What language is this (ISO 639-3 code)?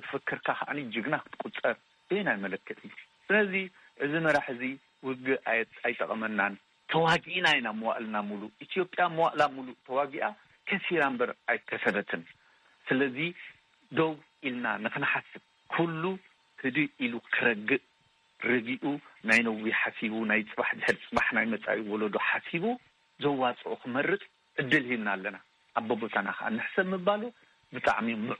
tir